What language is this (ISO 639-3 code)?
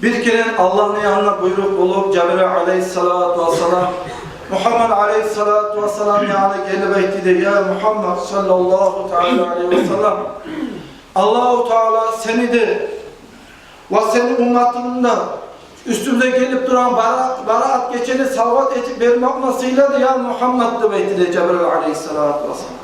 kum